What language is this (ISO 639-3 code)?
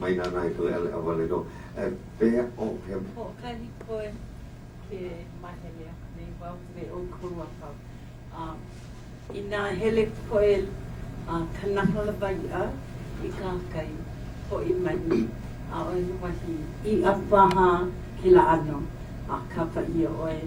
haw